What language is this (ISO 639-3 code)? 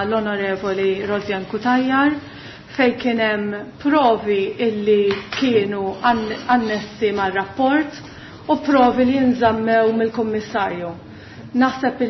mlt